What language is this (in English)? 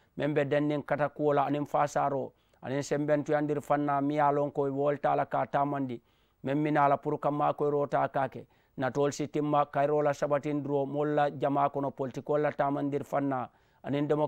Mandingo